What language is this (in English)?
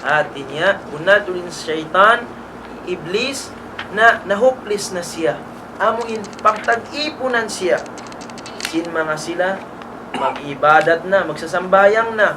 Tausug